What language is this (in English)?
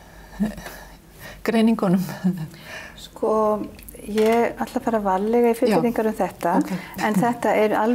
Icelandic